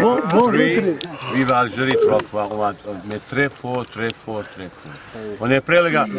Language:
French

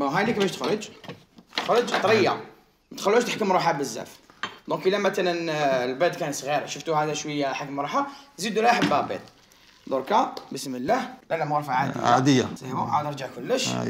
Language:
Algerian Arabic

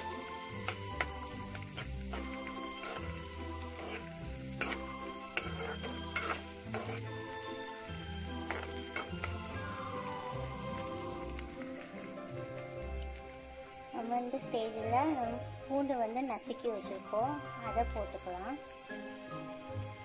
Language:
Tamil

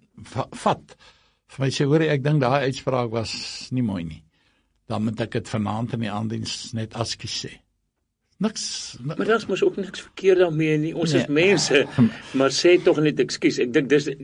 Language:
Afrikaans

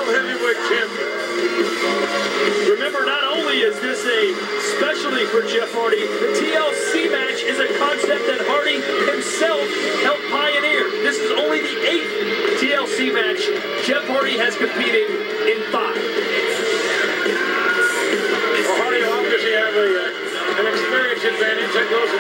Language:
English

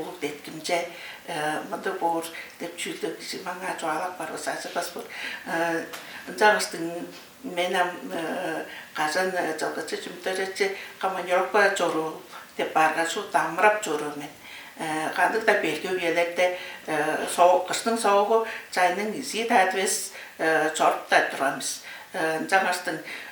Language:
Tuvinian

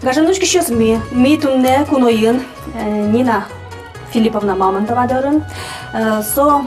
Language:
Udmurt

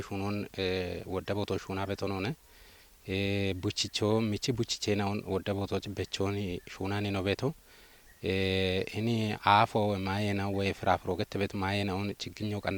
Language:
Kafa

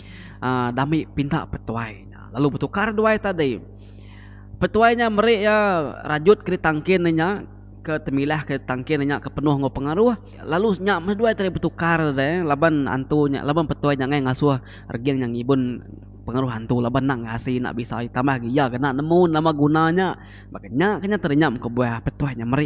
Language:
Iban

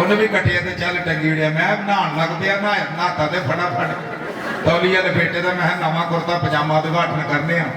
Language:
Dogri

